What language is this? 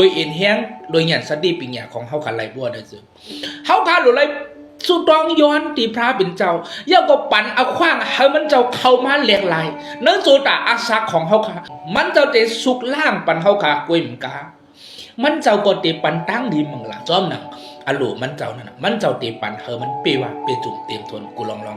Shan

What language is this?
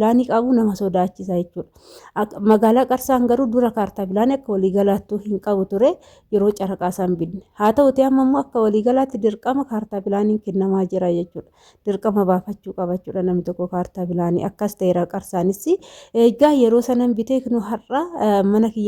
Oromo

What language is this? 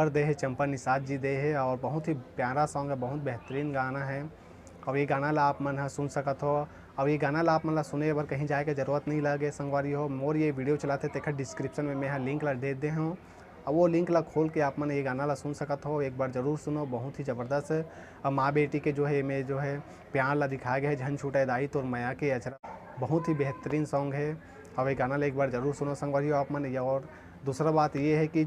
Chhattisgarhi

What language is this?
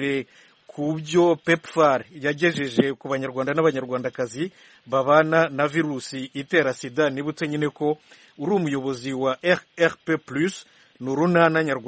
Kinyarwanda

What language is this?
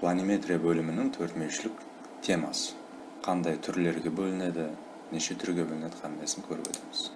Kara-Kalpak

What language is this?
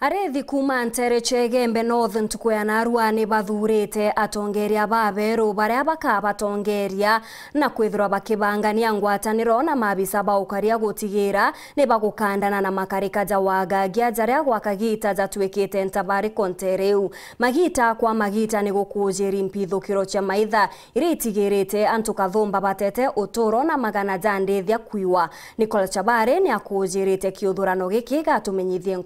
Meru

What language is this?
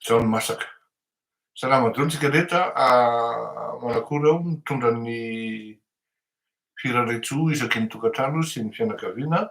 Malagasy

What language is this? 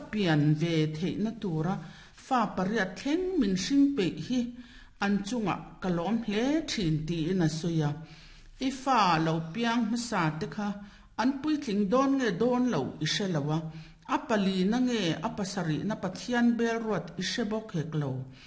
Mizo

